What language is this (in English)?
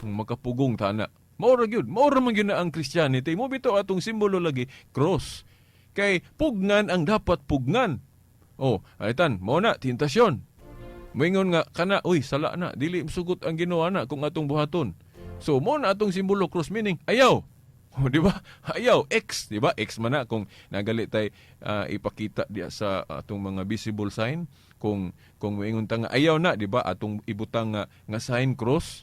Cebuano